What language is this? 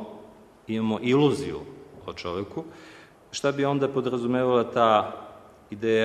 Serbian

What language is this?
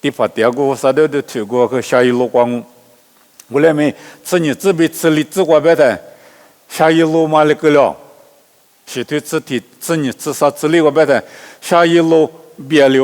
Lisu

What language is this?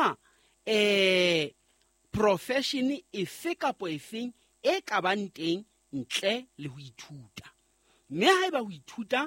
Southern Sotho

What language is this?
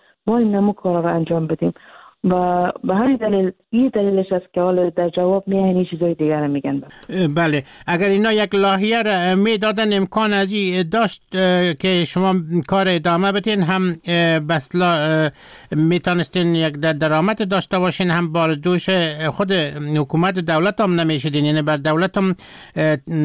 Persian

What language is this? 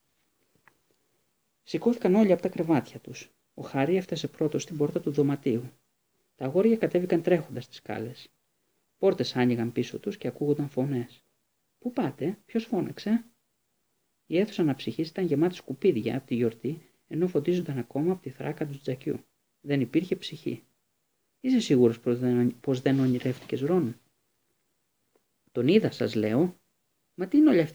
Greek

